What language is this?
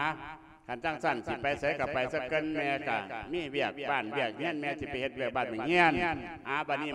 Lao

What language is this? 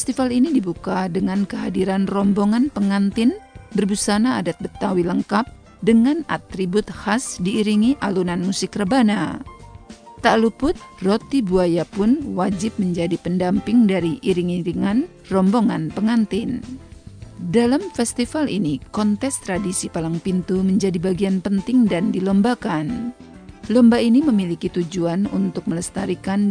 Indonesian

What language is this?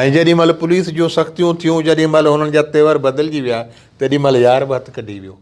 Sindhi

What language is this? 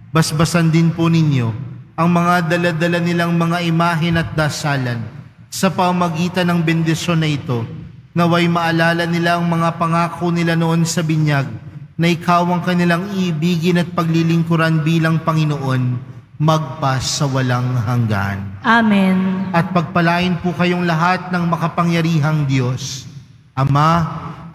Filipino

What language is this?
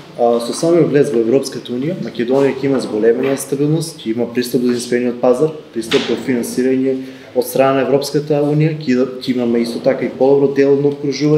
Macedonian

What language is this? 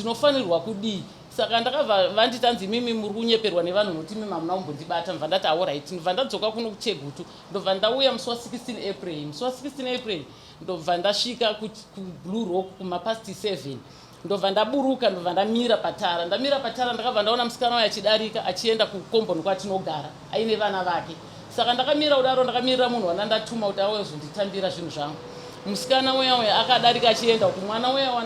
Shona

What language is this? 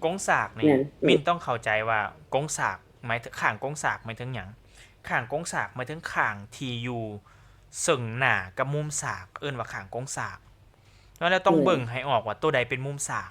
Lao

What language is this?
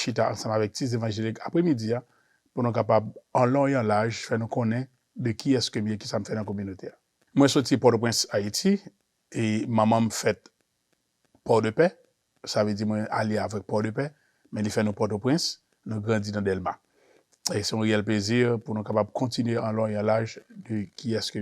Haitian Creole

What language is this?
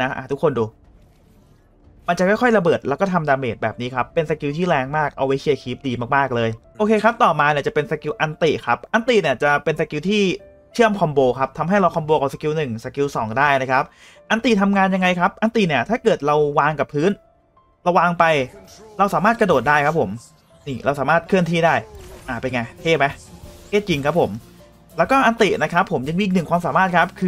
Thai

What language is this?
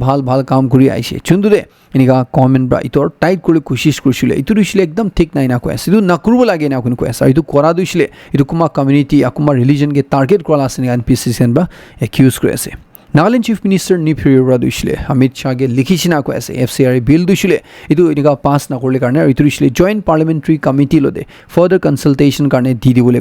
Naga Pidgin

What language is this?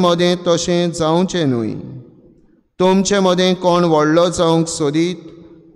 Konkani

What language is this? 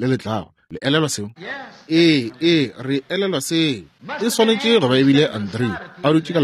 Northern Sotho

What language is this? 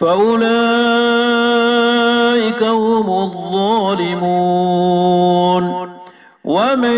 Maranao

